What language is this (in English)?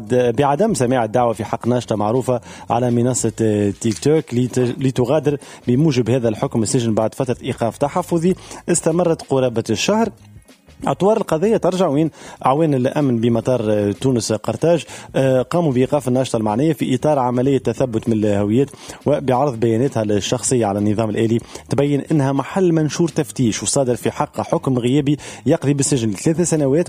Tunisian Arabic